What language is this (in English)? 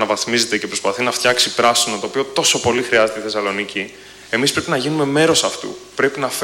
Greek